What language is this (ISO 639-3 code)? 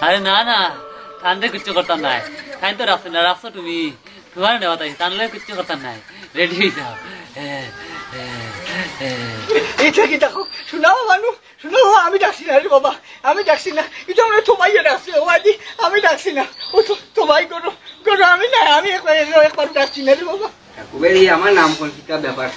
syl